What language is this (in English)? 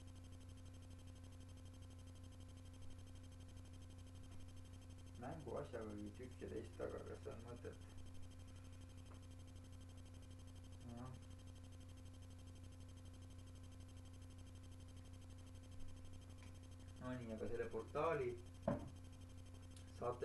Estonian